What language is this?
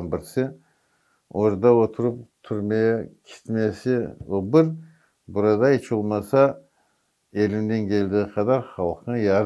Crimean Tatar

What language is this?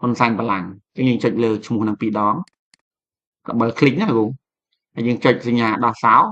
Khmer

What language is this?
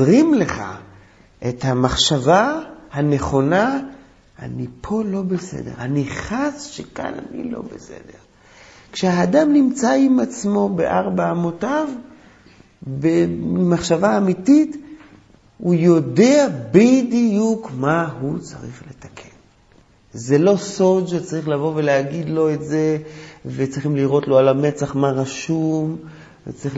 Hebrew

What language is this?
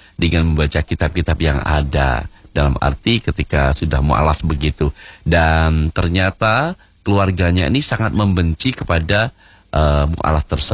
Indonesian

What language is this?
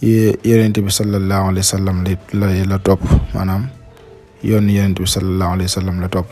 Wolof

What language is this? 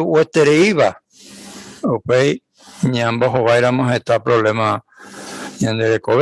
Guarani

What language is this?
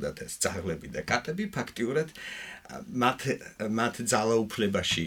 Georgian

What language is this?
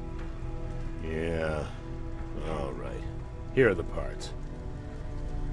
German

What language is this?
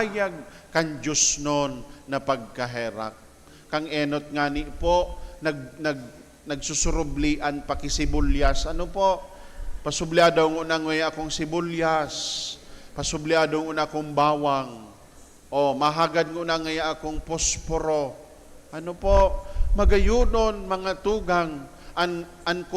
Bikol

